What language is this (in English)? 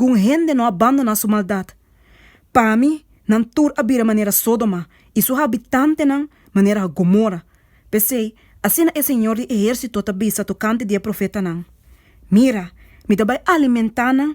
Papiamento